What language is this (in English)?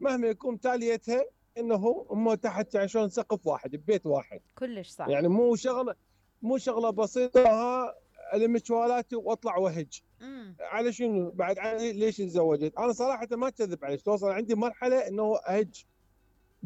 Mesopotamian Arabic